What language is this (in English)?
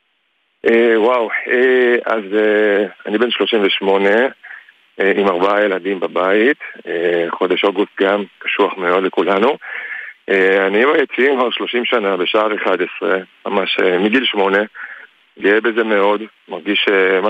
Hebrew